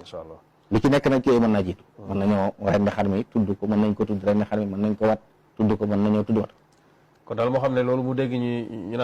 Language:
Wolof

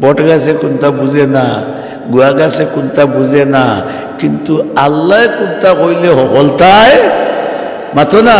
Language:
Sylheti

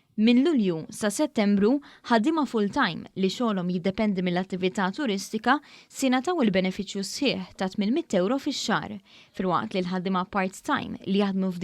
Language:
Maltese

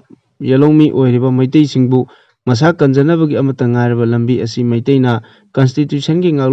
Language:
Manipuri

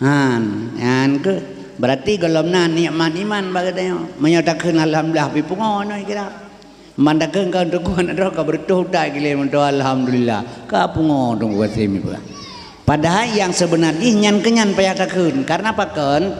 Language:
Achinese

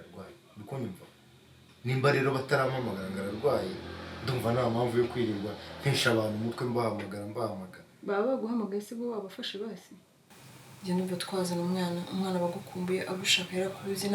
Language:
Kinyarwanda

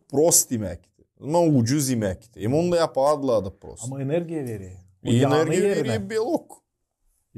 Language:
Gagauz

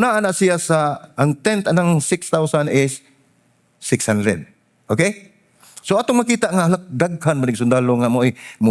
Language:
Cebuano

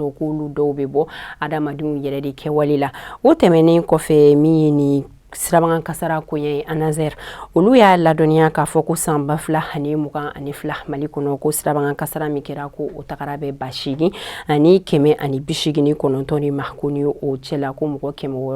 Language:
Bambara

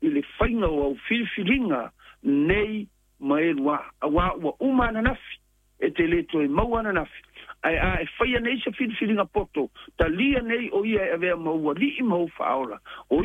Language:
Samoan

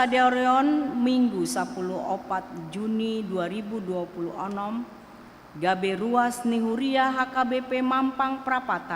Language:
Batak Toba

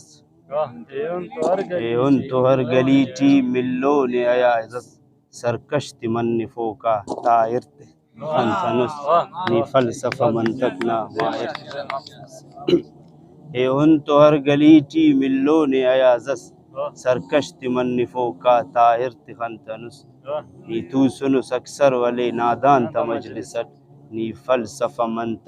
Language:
Brahui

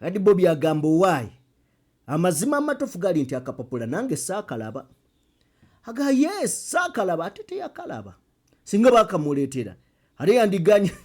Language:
Ganda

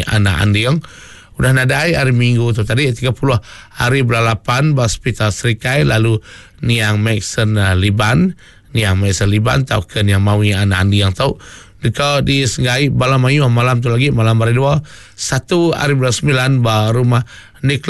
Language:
Iban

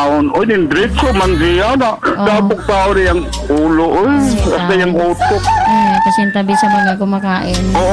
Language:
Cebuano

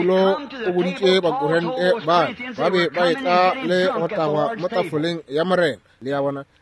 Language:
Northern Sotho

